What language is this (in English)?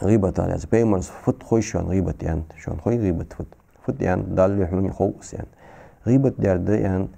Ingush